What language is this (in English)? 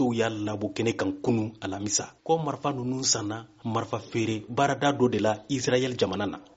Bambara